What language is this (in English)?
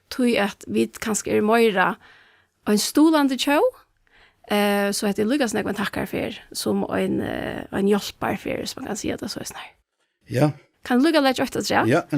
Faroese